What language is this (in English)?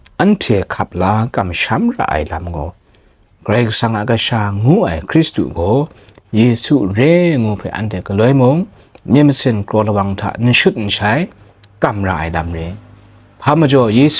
Kachin